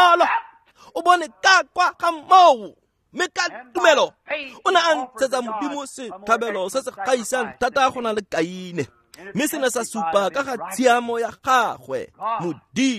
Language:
Tswana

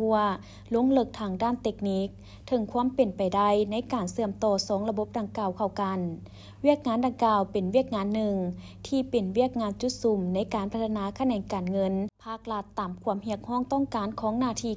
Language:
Lao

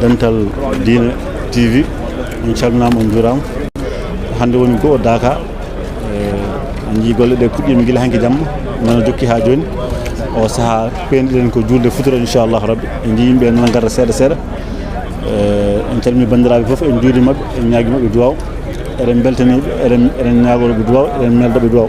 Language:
Fula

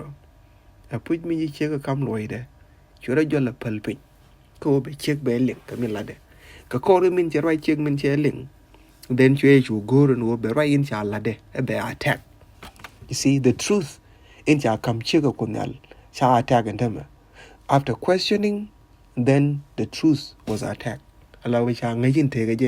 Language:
Nuer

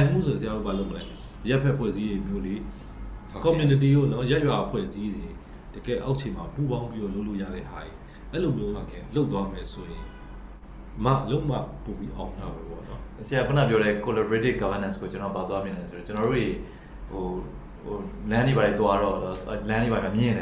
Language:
Burmese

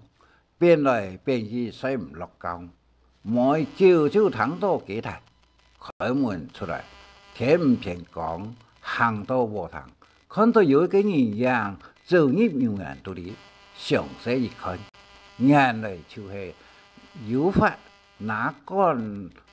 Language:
Hakka Chinese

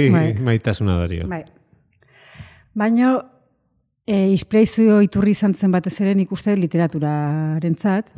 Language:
Basque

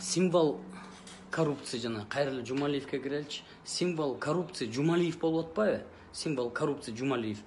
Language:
Kyrgyz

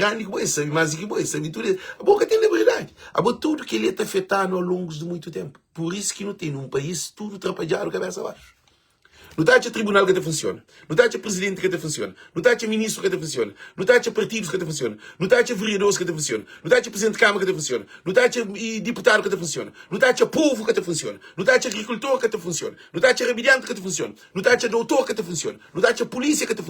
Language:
Kabuverdianu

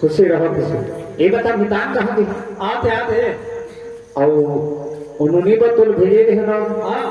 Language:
Chhattisgarhi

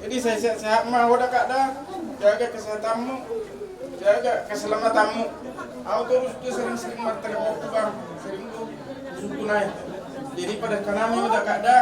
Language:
Batak Simalungun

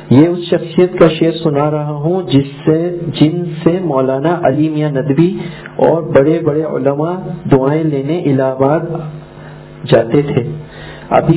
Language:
Urdu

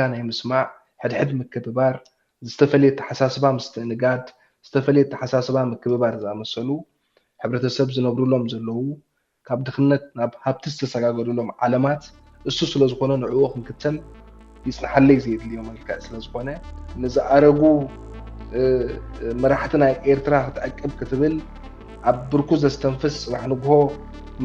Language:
Tigrinya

